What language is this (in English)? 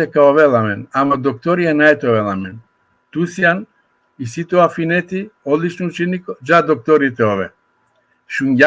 Balkan Romani